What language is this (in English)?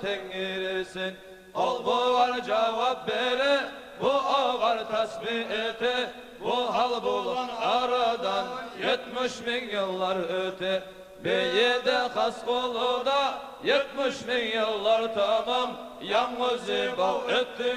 Kumyk